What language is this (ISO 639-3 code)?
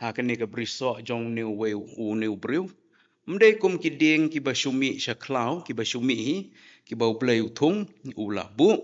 kha